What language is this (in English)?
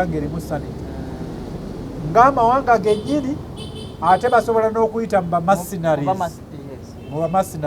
Ganda